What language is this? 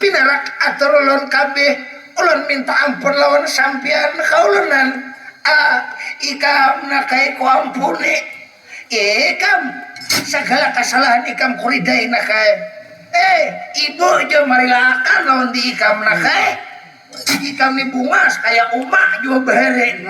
Banjar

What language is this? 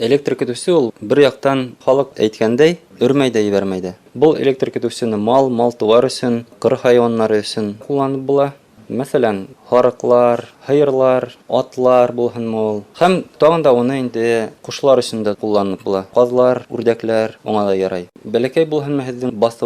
Bashkir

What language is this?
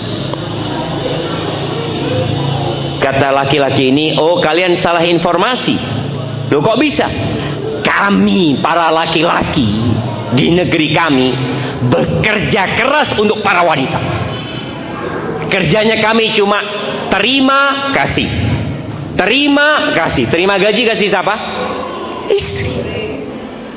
Indonesian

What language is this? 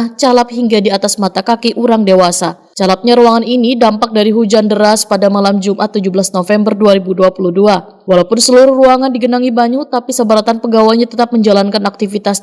Banjar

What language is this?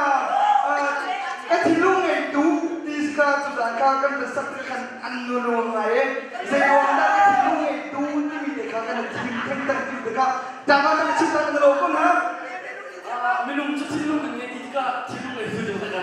Hakha Chin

